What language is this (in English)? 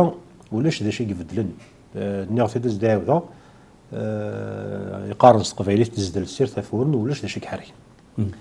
Kabyle